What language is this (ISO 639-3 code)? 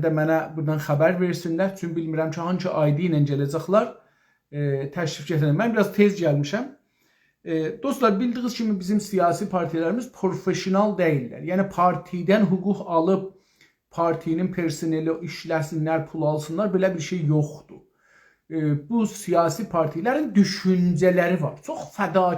azb